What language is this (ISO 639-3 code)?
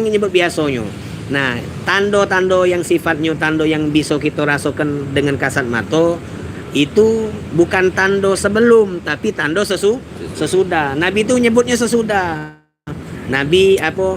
mui